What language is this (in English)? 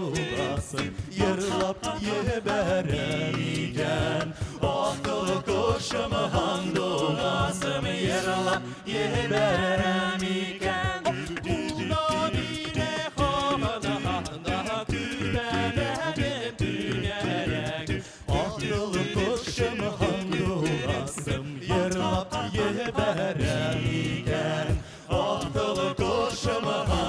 Bashkir